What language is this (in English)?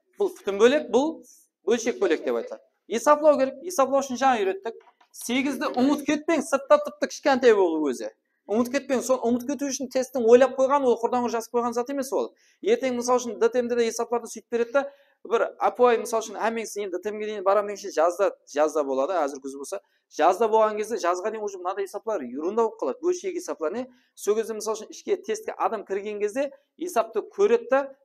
Kara-Kalpak